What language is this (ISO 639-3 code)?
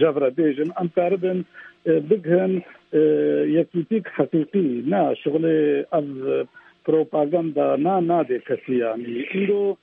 kur